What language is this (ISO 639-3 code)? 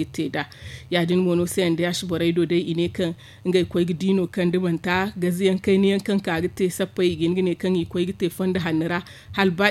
dje